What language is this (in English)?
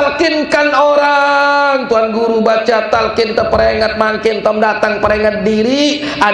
Sasak